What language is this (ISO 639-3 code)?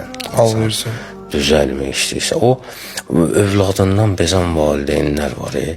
aze